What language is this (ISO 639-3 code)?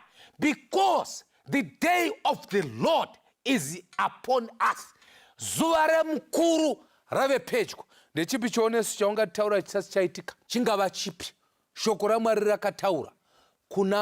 sna